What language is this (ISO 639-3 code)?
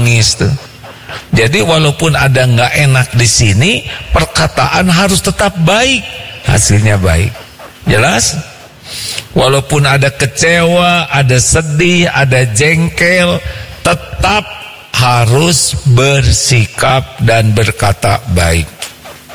ind